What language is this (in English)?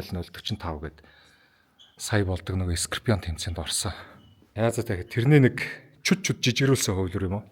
Mongolian